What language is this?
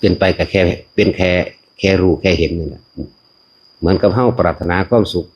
Northeastern Thai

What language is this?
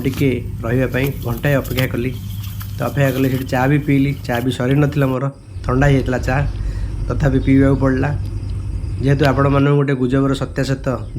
Odia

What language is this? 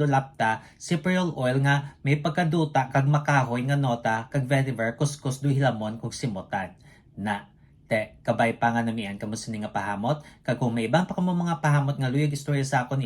Hiligaynon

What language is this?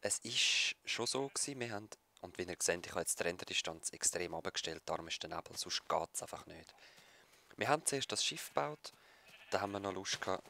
Swiss German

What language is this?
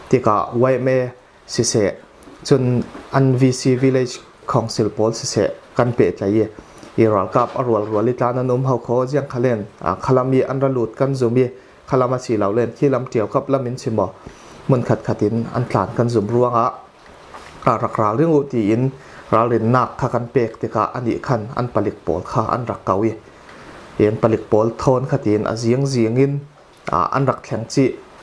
Falam Chin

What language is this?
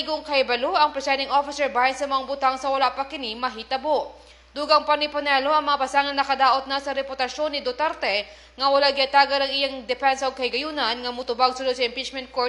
Cebuano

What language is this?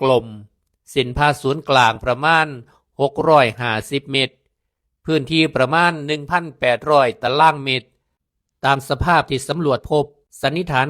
Lao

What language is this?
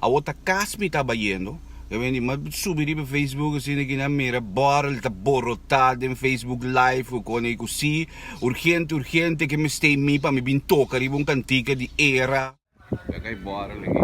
Papiamento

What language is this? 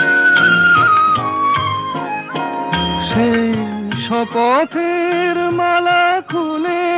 Bangla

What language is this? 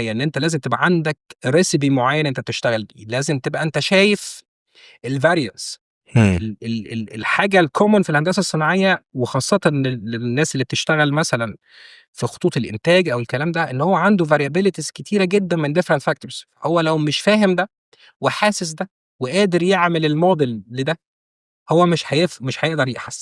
Egyptian Arabic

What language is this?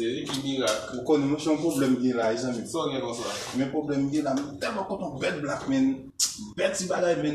Haitian Creole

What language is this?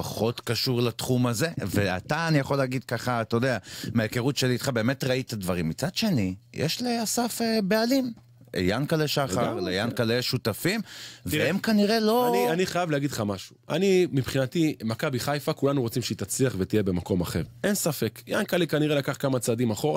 Hebrew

